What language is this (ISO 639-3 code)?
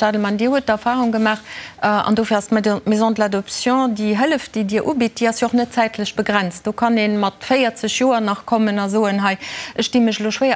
ltz